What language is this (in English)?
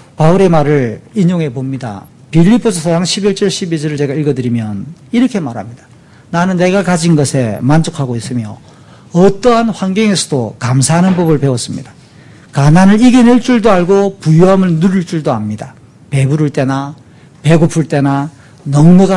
Korean